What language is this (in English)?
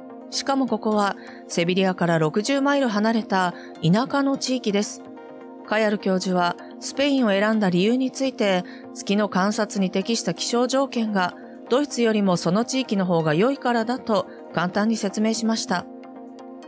Japanese